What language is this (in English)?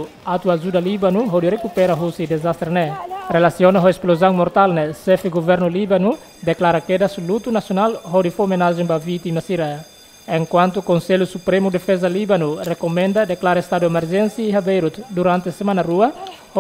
Tetum